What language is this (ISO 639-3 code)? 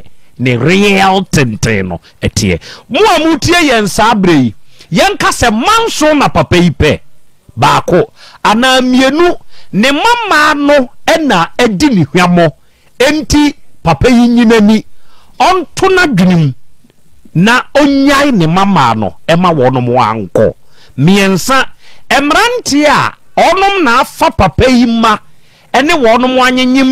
aka